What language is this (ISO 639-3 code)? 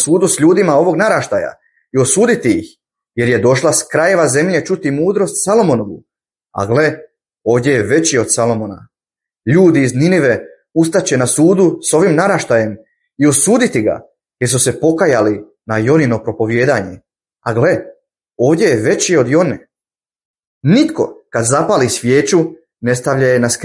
bos